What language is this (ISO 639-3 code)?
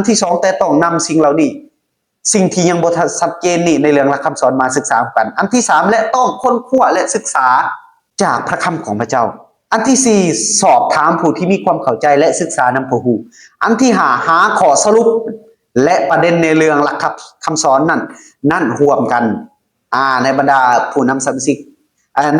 lao